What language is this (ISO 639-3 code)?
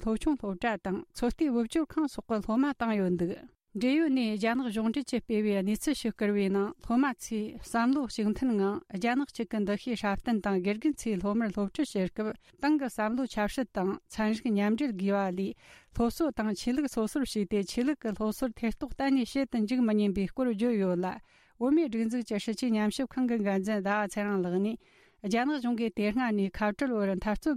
bod